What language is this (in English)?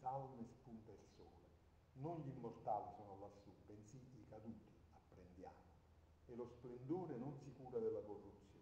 Italian